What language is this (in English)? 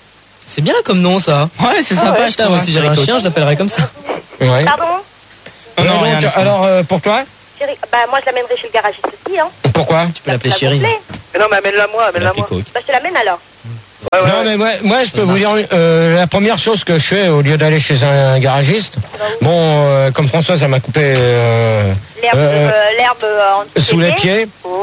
French